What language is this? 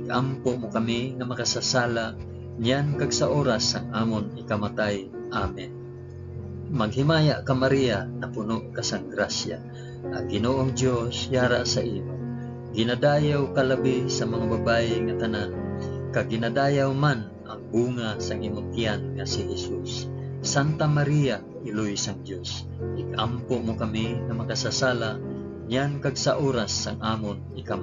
Hiligaynon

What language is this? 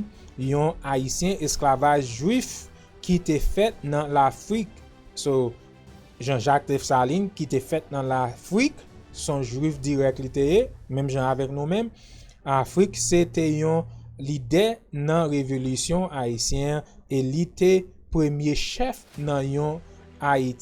Haitian Creole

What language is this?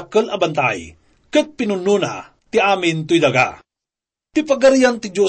Iloko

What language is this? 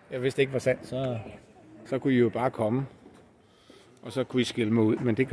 Danish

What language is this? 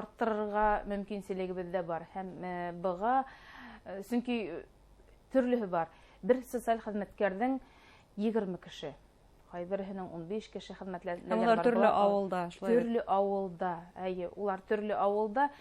Bashkir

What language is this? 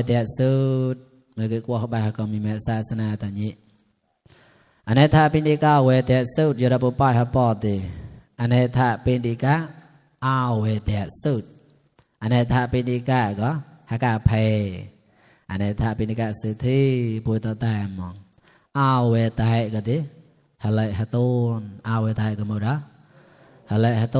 Mon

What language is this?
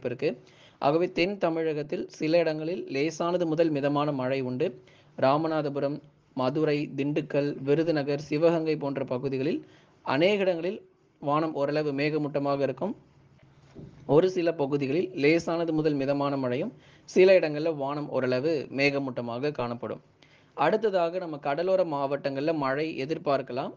Tamil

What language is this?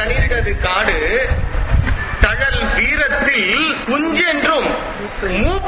Tamil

